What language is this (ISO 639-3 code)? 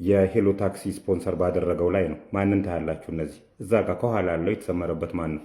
amh